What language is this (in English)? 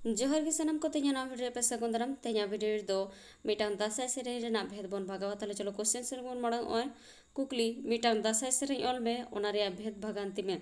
Santali